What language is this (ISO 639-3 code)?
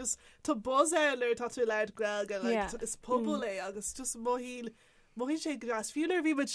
gle